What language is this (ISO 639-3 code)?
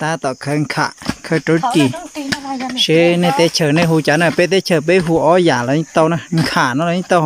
hmn